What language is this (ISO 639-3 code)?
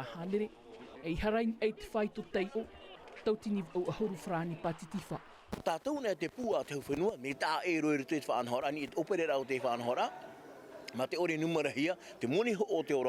tah